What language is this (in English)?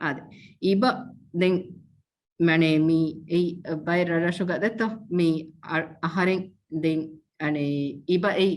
Divehi